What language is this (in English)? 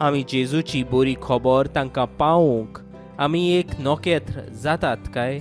Konkani